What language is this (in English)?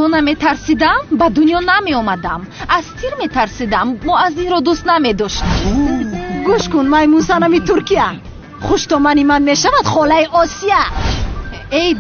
Tajik